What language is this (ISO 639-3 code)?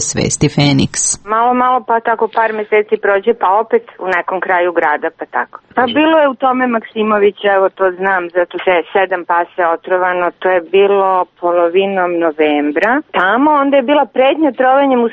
srp